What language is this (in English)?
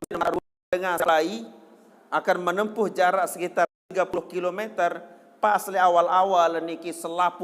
Sasak